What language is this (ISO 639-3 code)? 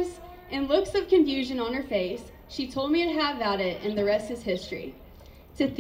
eng